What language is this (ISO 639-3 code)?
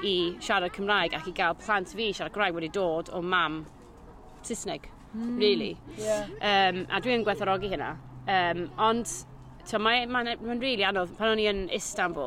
cym